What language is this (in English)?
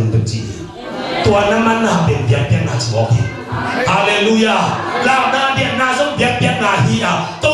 Tedim Chin